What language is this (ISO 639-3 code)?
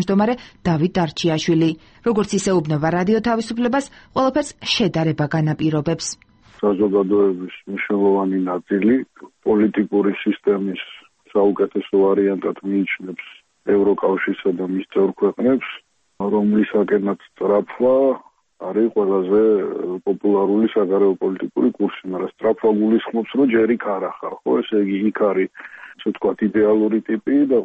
kat